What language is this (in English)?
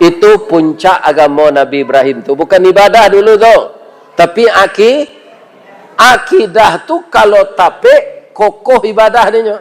Minangkabau